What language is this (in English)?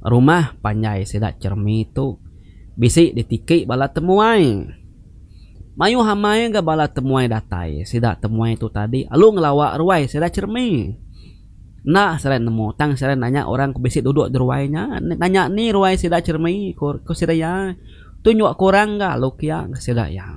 Iban